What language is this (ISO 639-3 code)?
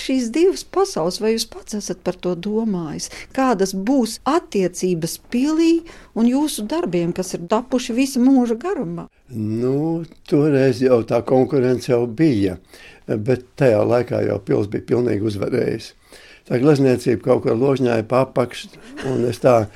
lav